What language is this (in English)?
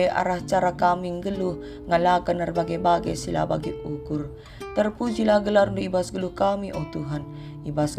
Batak Karo